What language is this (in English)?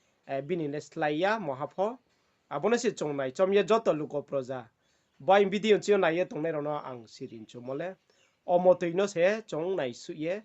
Riang (India)